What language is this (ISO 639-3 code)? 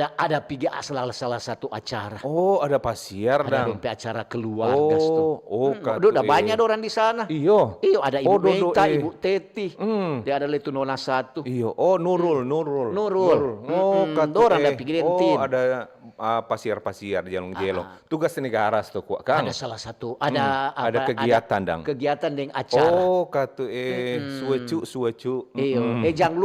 xmm